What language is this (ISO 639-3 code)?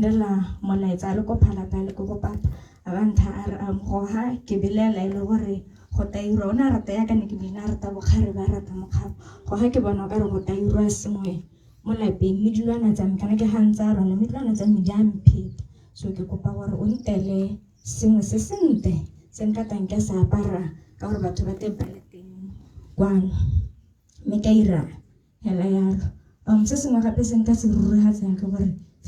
tsn